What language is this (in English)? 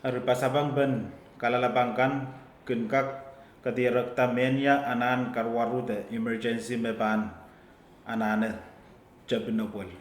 Pohnpeian